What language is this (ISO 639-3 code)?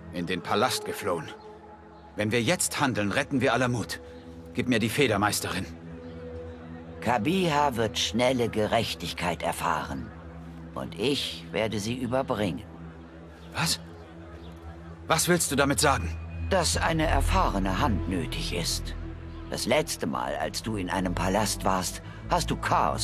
deu